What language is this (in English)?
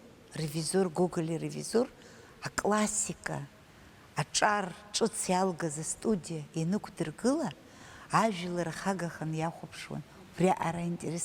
Abkhazian